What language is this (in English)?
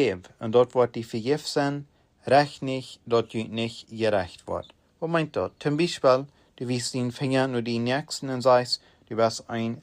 Plautdietsch